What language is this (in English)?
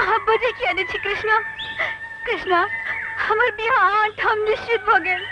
Maithili